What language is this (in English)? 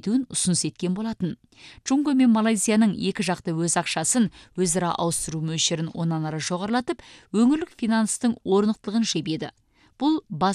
Kazakh